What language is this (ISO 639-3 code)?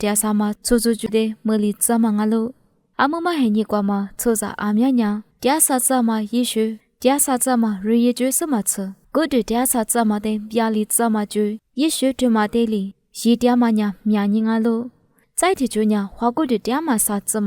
lis